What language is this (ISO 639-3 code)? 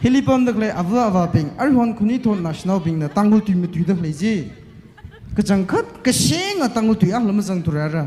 nmf